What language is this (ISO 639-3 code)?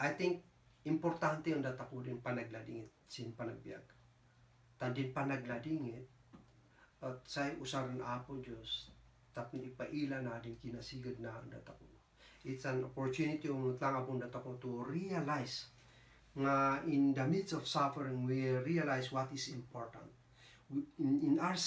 kne